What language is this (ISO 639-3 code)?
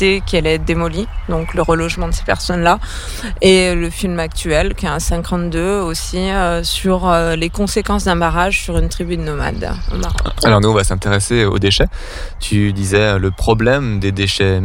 fra